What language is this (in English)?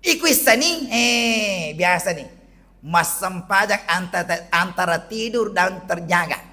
Buginese